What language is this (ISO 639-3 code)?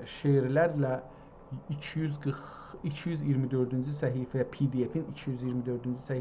azb